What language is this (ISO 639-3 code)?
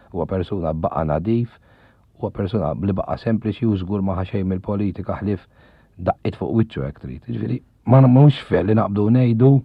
mlt